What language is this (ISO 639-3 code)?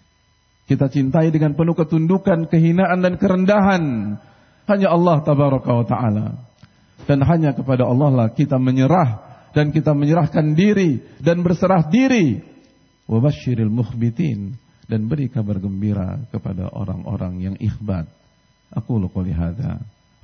ind